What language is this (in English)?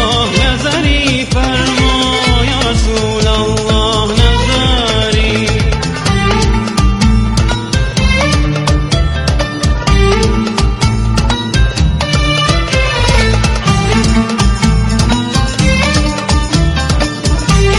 Persian